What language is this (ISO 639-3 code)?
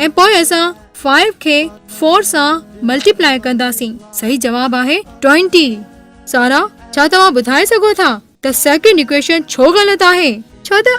snd